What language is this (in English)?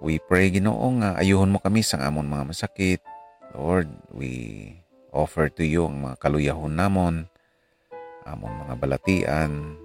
Hiligaynon